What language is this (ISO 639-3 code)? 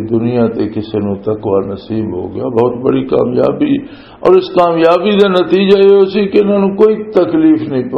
lah